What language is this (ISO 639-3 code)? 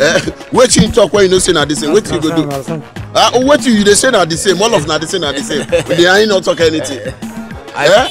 pcm